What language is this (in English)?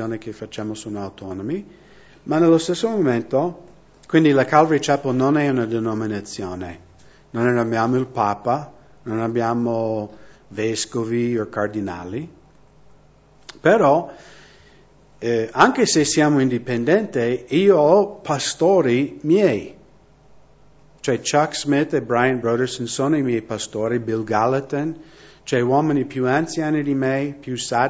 Italian